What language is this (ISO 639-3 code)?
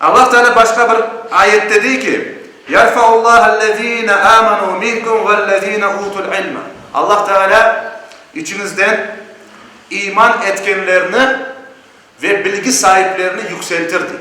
crh